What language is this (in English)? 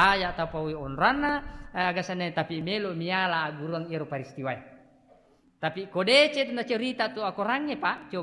Buginese